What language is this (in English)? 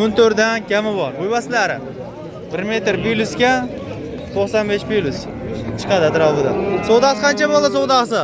Uzbek